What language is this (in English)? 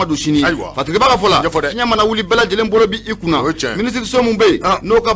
Bambara